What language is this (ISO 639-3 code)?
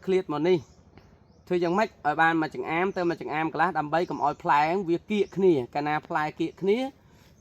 khm